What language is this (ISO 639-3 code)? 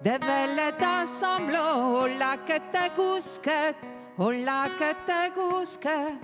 bre